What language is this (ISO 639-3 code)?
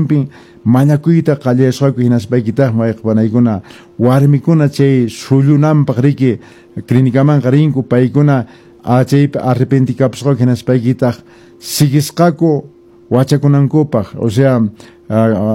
que